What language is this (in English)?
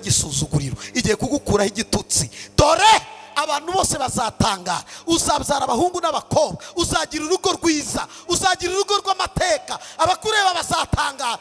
Kinyarwanda